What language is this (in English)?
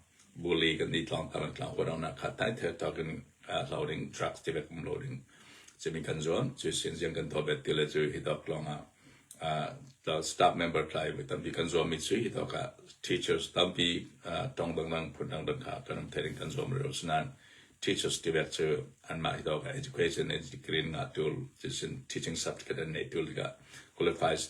Hakha Chin